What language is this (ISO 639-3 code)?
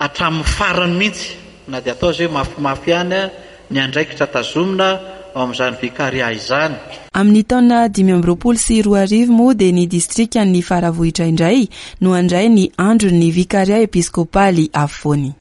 mlg